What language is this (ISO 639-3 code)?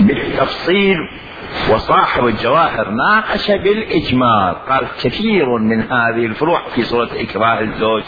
acm